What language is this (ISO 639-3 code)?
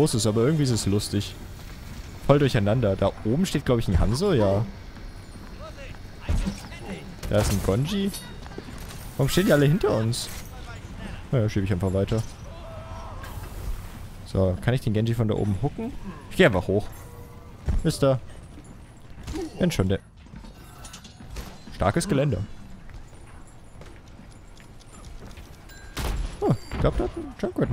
deu